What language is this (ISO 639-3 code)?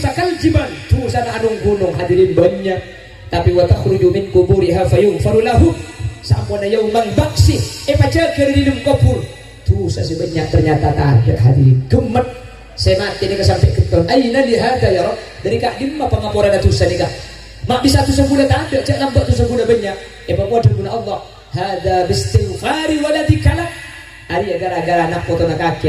mad